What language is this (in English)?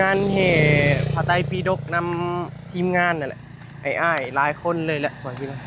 Northeastern Thai